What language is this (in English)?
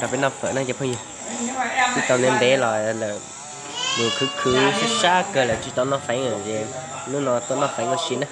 Hmong